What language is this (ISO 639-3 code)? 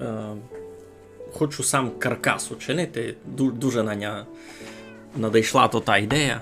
rue